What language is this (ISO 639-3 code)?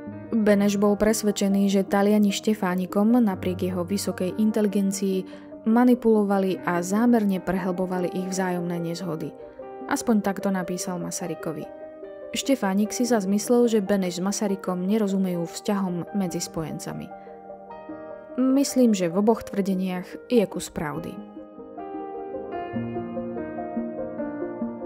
slk